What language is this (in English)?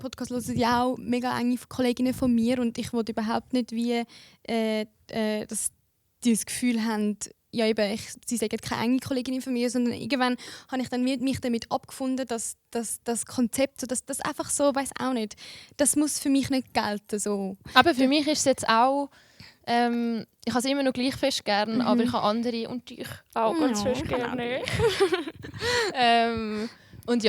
Swiss German